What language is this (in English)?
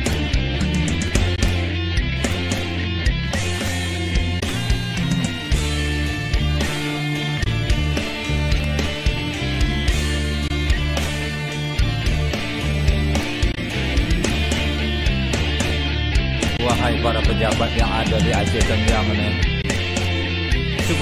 Indonesian